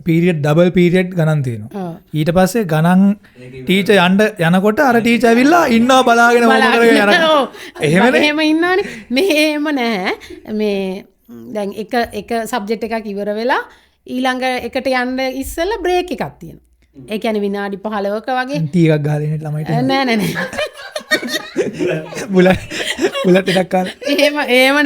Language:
Sinhala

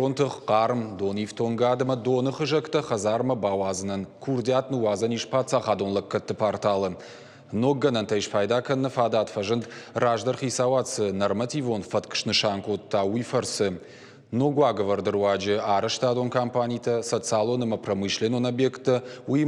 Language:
Ossetic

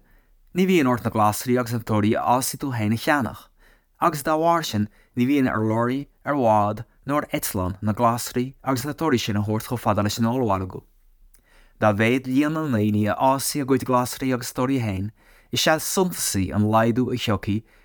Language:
Irish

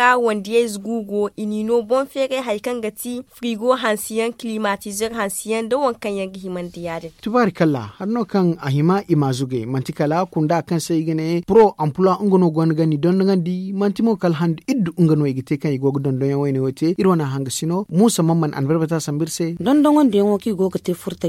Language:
Zarma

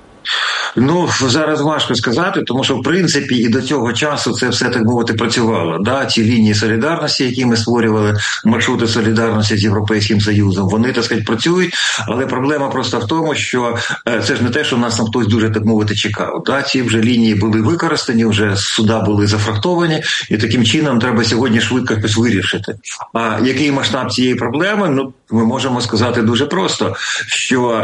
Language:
Ukrainian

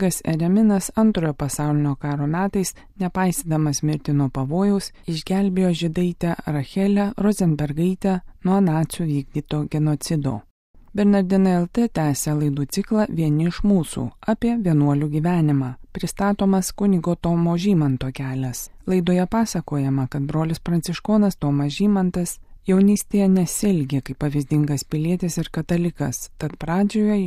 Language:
Lithuanian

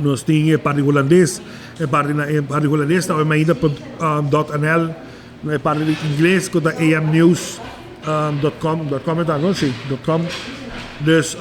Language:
Papiamento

